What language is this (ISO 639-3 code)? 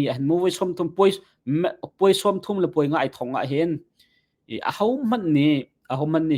cnh